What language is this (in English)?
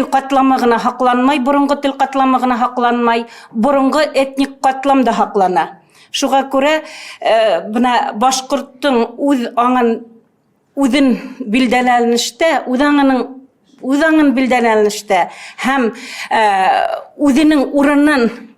Bashkir